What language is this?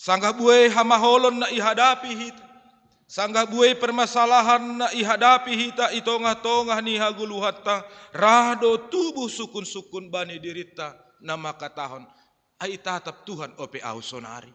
Batak Simalungun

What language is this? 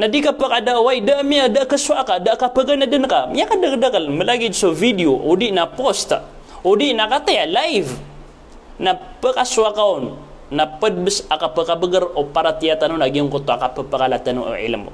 Maranao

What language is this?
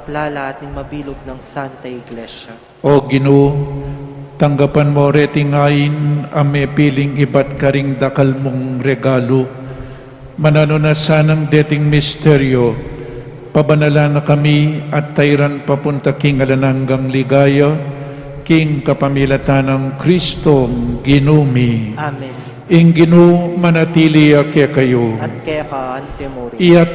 Pampanga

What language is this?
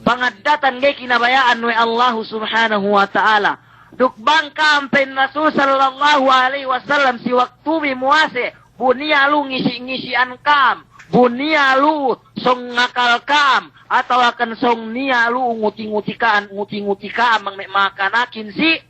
Yakan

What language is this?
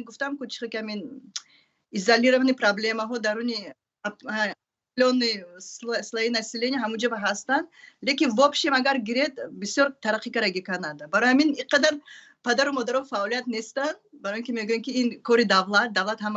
Tajik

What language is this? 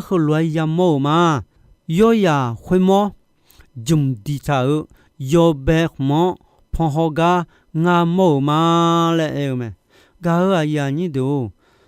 Akha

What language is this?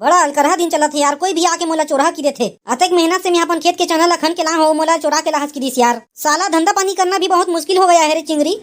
Chhattisgarhi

